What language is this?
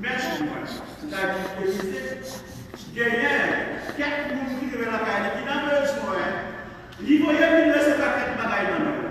Haitian Creole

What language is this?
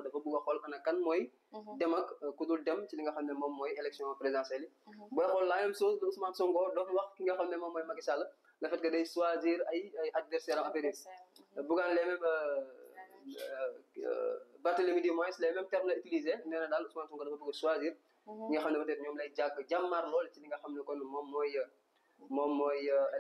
Wolof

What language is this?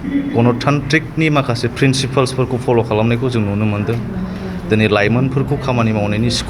Bodo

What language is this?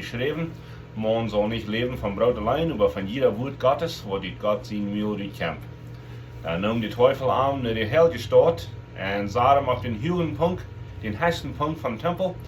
Plautdietsch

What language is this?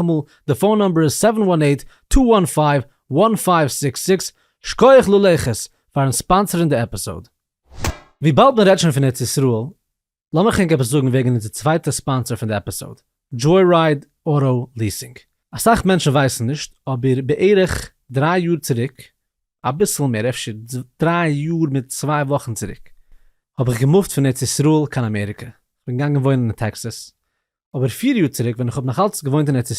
Yiddish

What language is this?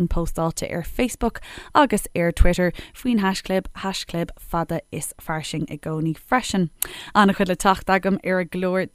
Irish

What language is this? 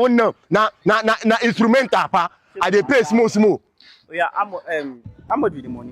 Nigerian Pidgin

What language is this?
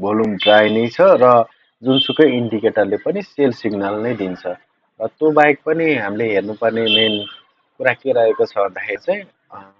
Nepali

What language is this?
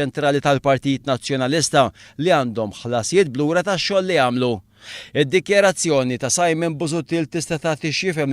Maltese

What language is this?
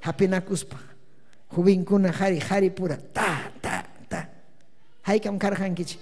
Ayacucho Quechua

